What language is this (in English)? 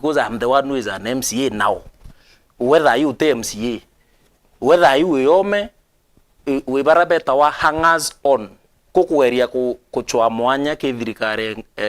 Meru